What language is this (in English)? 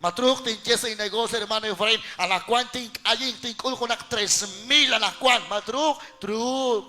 Kekchí